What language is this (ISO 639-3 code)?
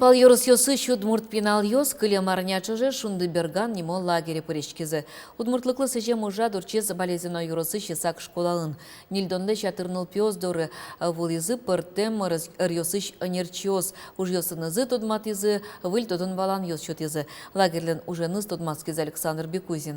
udm